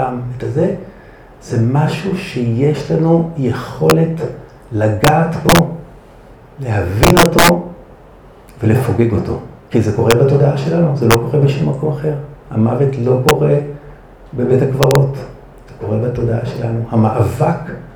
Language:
Hebrew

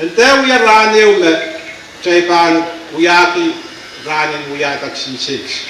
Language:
Pohnpeian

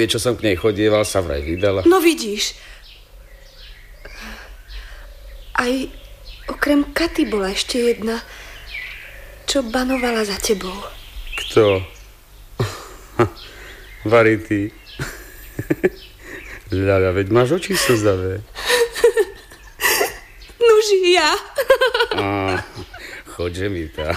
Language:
Slovak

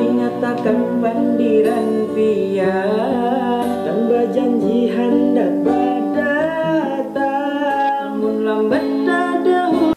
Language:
Banjar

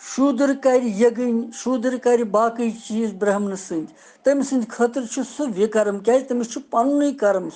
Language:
Kashmiri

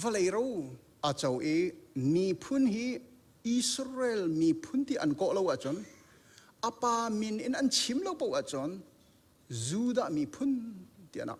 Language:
Hakha Chin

